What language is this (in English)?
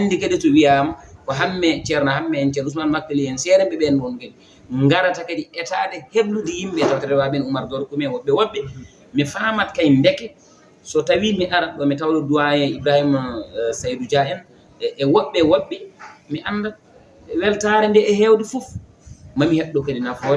Fula